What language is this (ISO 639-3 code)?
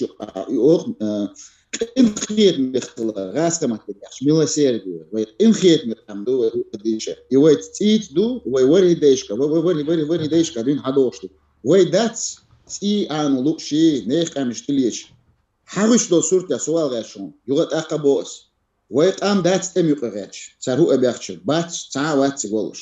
che